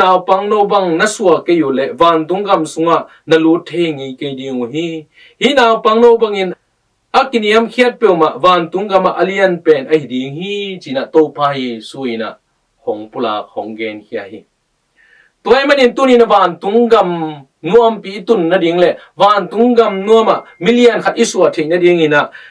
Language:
Tedim Chin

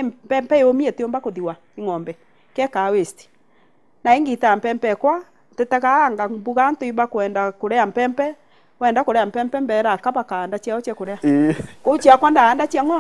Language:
Meru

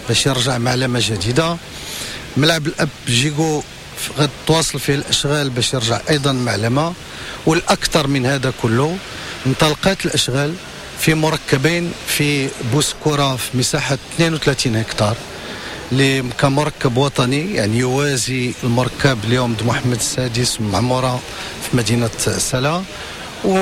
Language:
Moroccan Arabic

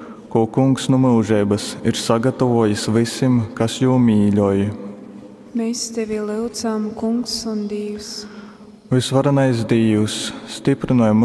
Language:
Latgalian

